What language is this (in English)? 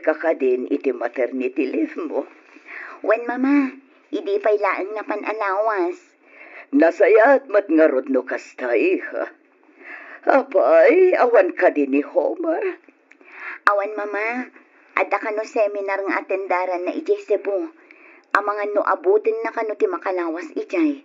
Iloko